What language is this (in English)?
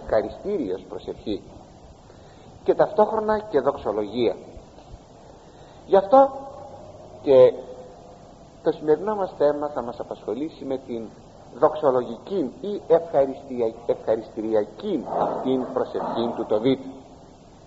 Greek